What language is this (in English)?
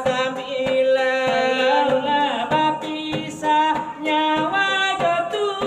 Minangkabau